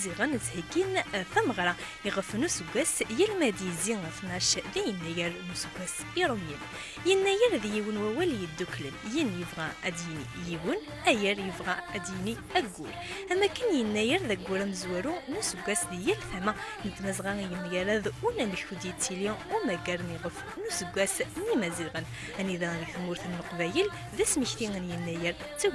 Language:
Kabyle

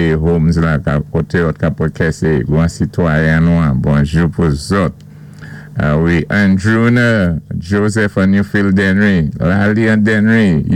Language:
Saint Lucian Creole French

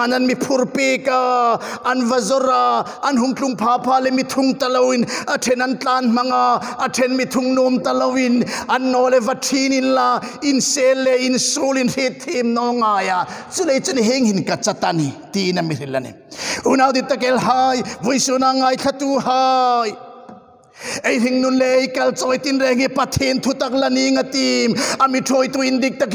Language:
Hmar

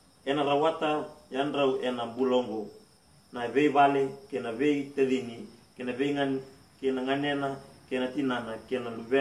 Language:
Fijian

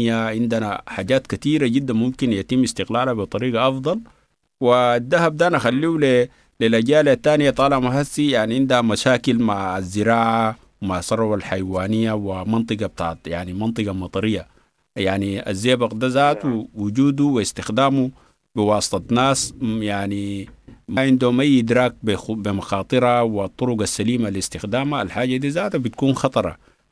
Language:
Sudanese Arabic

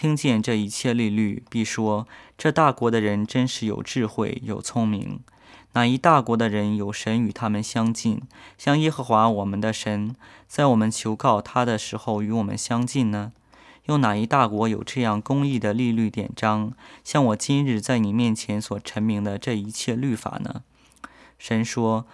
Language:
Chinese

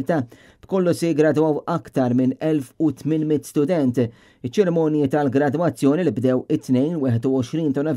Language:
Maltese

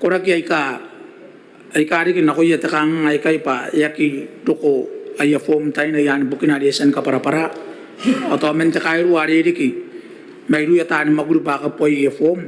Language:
Gilbertese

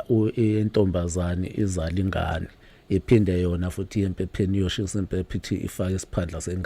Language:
Zulu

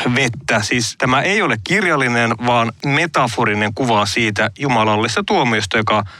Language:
Finnish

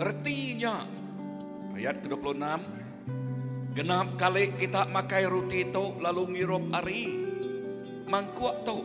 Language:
Iban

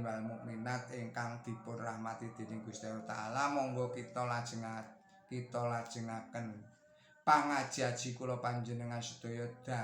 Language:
Javanese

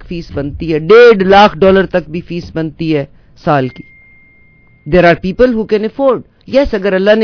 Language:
Urdu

